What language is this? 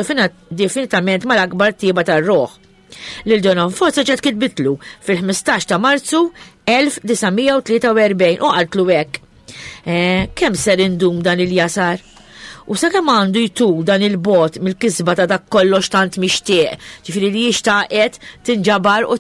Maltese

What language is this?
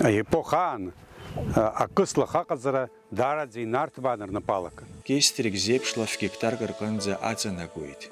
Abkhazian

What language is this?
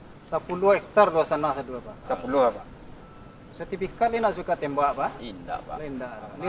Minangkabau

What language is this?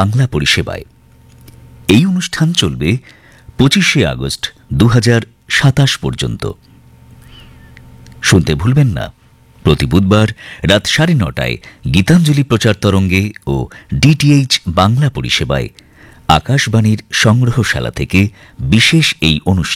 Bangla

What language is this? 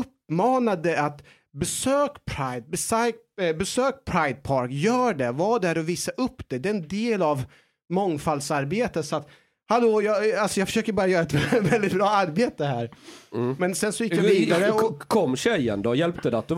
Swedish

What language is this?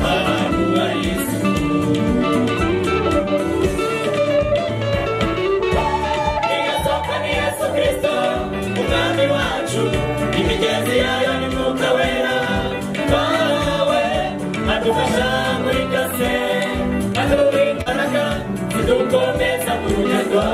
Kinyarwanda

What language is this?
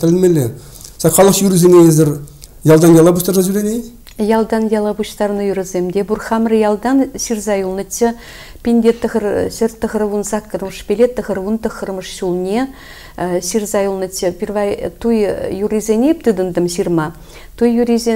Chuvash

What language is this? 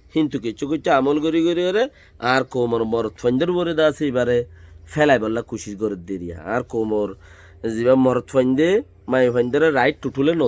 Rohingya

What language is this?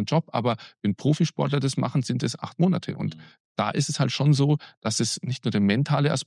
German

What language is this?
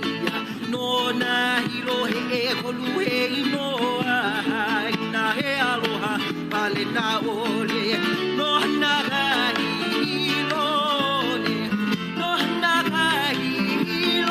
Hawaiian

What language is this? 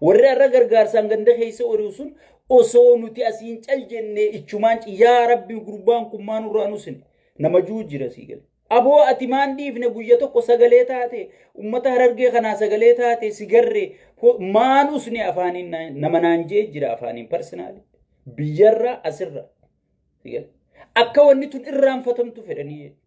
Oromo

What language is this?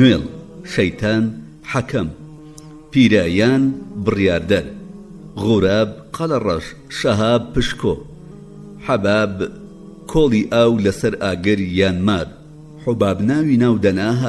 Central Kurdish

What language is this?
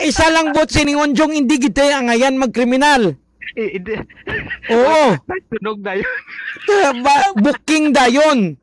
Hiligaynon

